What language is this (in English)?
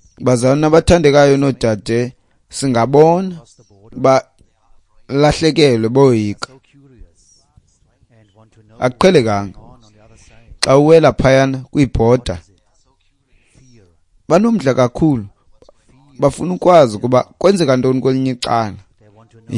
Xhosa